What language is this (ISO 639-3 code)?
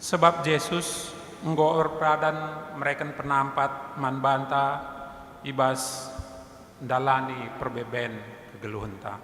btx